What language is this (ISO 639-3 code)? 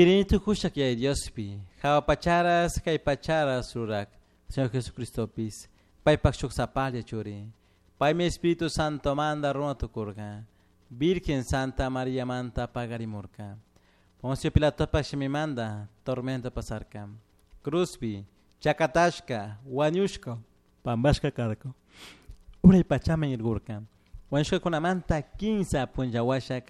qug